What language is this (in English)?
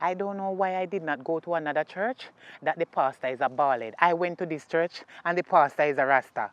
Jamaican Creole English